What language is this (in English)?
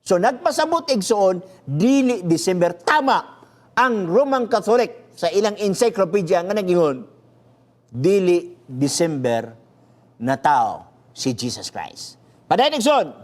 Cebuano